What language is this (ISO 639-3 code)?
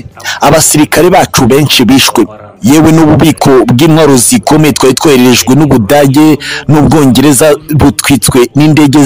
kin